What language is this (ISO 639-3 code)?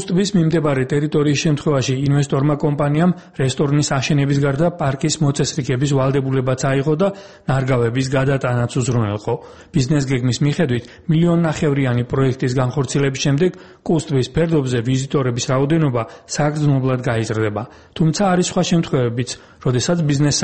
kat